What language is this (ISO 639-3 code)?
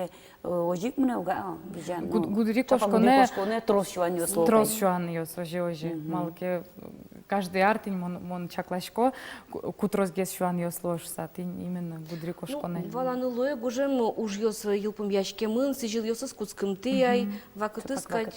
udm